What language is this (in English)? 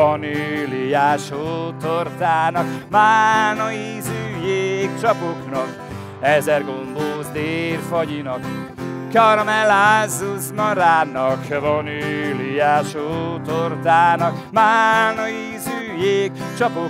Hungarian